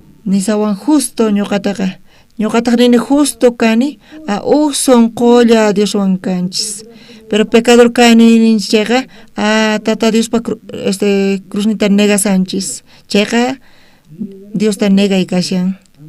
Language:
South Bolivian Quechua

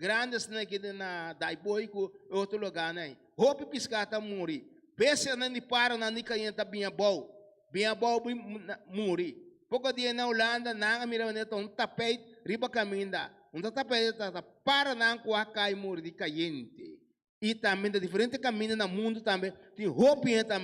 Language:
Papiamento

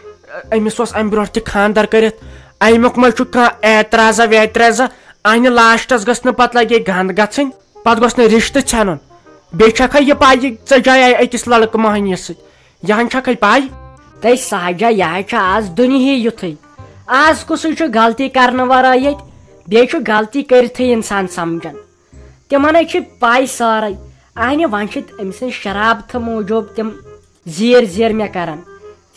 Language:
Kashmiri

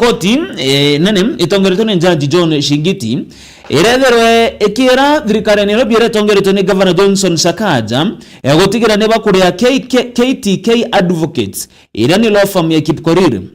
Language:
Meru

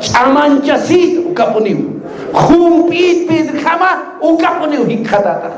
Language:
Aymara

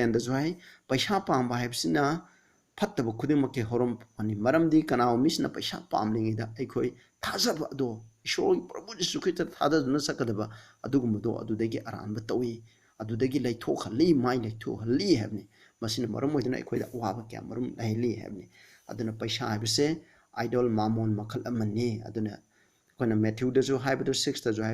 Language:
Manipuri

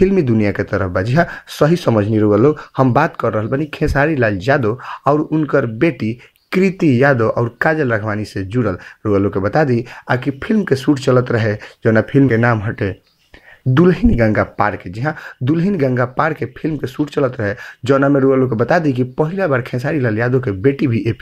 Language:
Bhojpuri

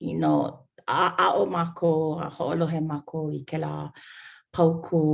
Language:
Hawaiian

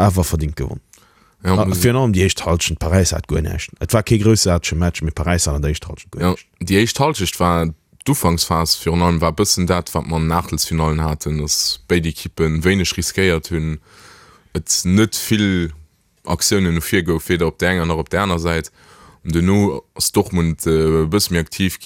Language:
Luxembourgish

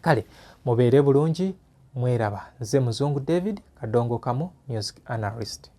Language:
Ganda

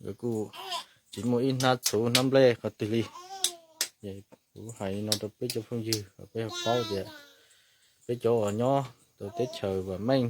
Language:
Hmong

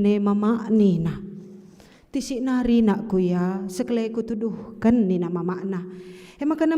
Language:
Batak Karo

